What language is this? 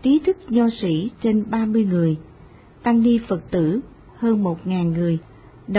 Vietnamese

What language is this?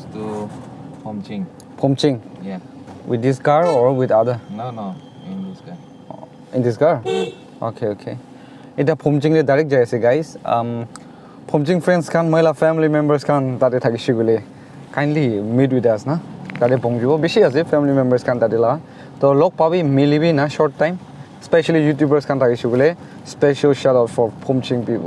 Naga Pidgin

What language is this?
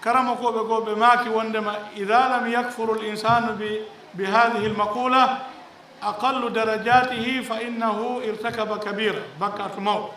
Fula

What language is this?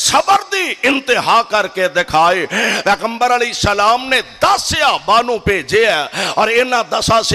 Western Panjabi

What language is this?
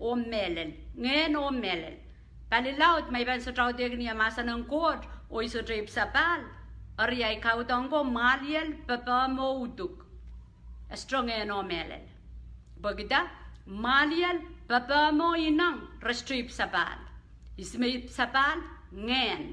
Pohnpeian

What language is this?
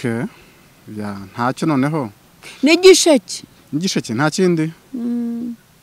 Kinyarwanda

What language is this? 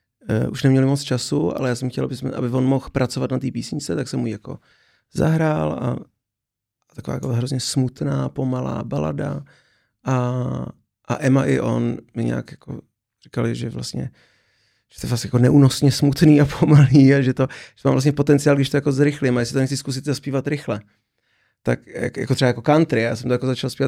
Czech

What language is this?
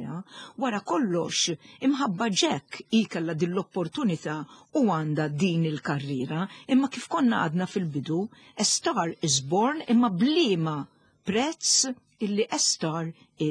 Maltese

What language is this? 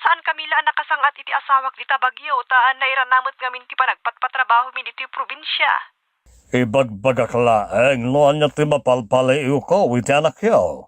Iloko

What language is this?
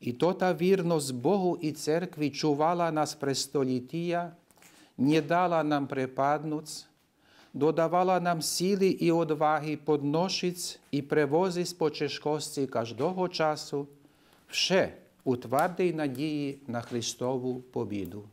Rusyn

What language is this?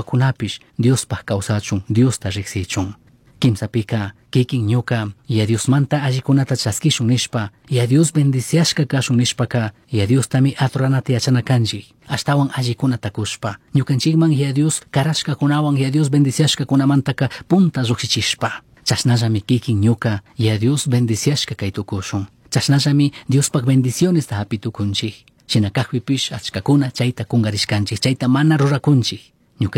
Chimborazo Highland Quichua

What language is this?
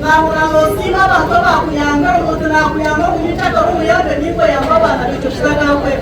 Nyankole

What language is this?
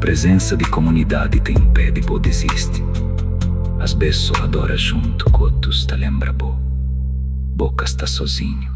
Kabuverdianu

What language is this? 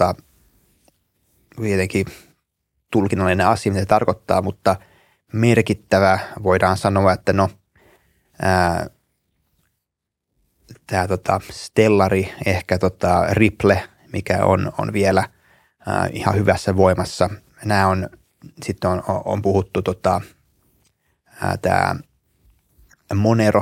Finnish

